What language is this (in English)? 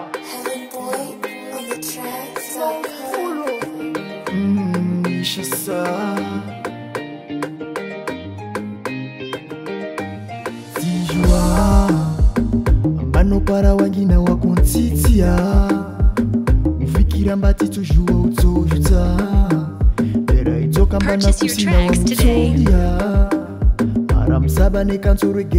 Swahili